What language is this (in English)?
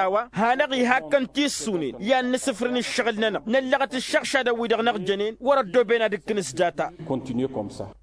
Tamasheq